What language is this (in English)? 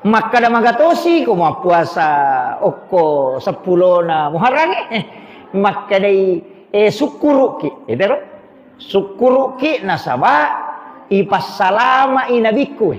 Buginese